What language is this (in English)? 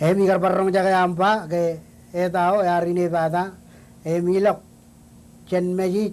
Marshallese